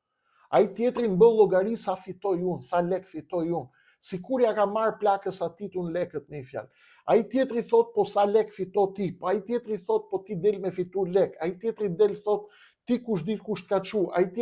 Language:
Albanian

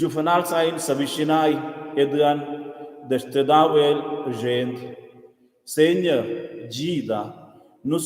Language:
Romansh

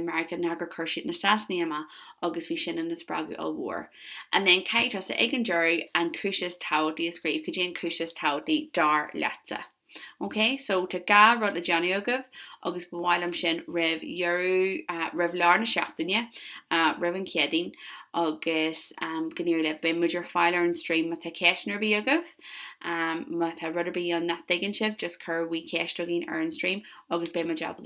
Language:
Irish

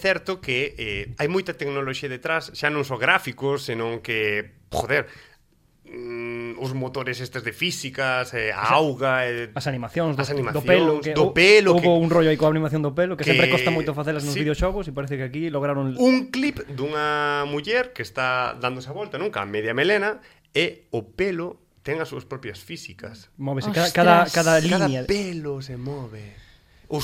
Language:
Galician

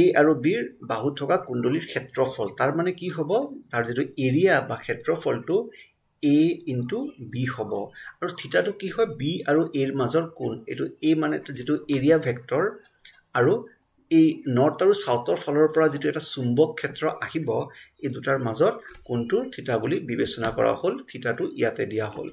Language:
Assamese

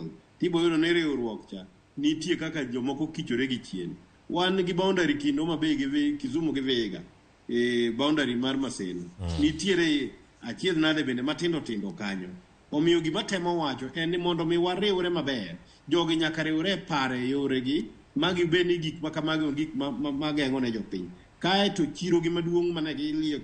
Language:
Luo (Kenya and Tanzania)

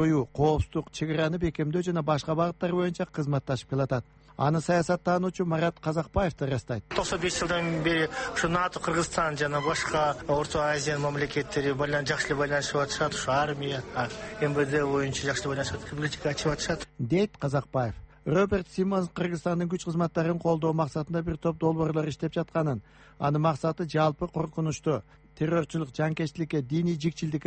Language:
Kyrgyz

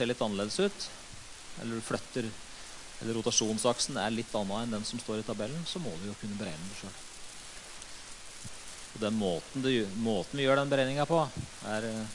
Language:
Norwegian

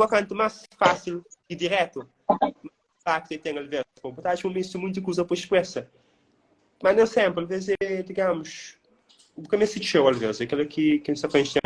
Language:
Kabuverdianu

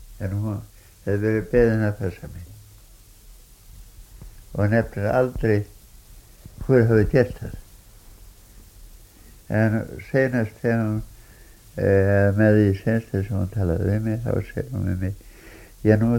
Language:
Icelandic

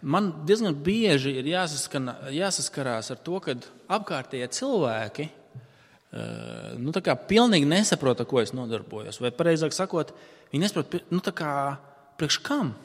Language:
Latvian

